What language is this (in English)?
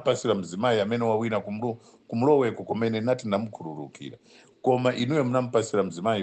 Nyanja